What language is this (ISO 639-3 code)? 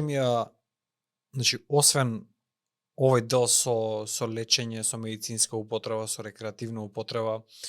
mkd